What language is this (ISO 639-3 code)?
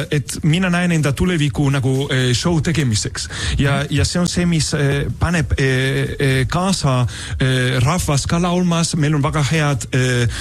est